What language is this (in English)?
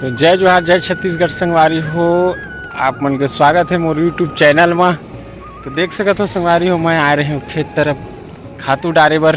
Chhattisgarhi